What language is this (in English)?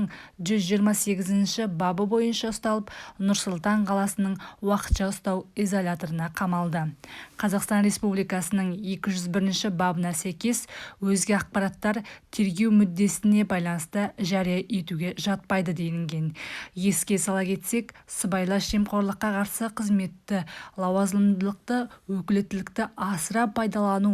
Kazakh